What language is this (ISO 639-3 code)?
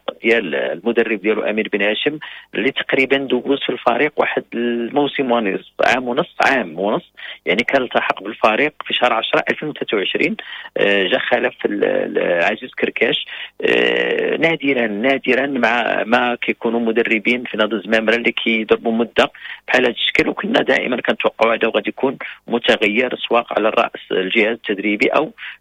ary